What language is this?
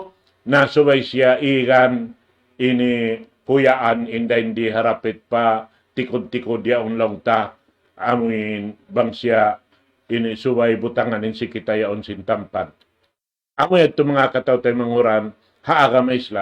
Tausug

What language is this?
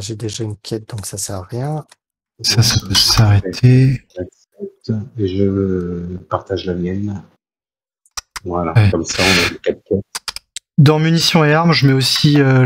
French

